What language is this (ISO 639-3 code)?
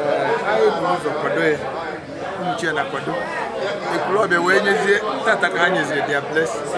ibo